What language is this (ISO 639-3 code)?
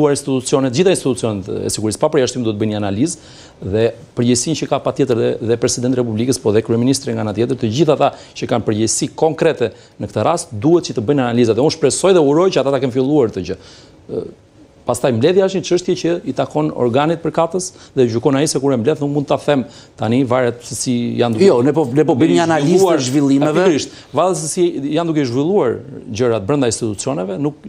sqi